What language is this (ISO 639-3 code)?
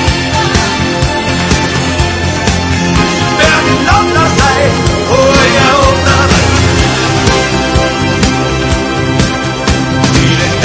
dan